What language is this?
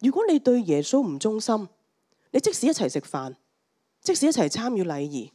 Cantonese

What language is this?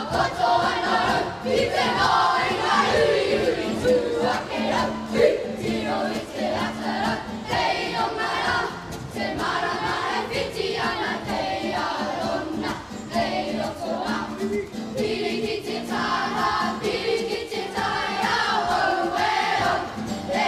Māori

